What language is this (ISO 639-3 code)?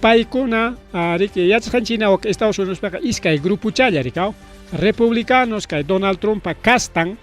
quy